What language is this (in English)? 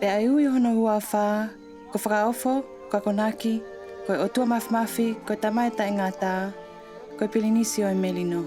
Tongan